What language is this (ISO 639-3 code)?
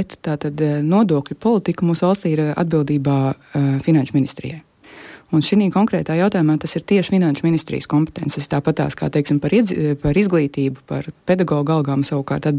lav